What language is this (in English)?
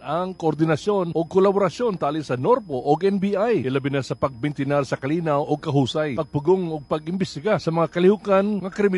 Cebuano